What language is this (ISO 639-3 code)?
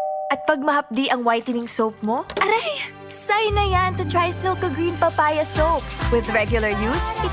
bik